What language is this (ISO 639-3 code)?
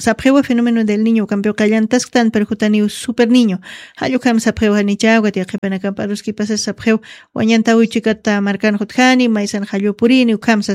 aym